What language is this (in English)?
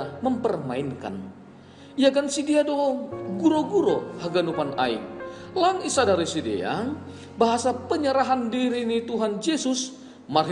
Batak Simalungun